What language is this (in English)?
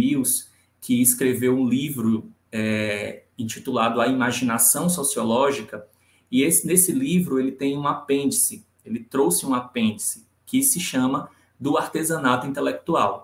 Portuguese